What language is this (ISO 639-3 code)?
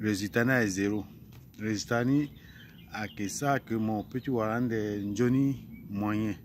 sag